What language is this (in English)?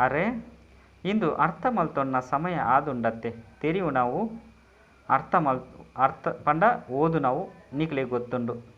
Tulu